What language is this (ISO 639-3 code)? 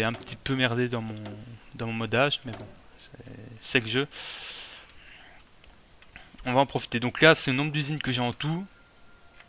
fra